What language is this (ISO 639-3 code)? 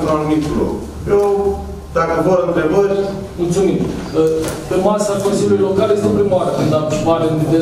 ron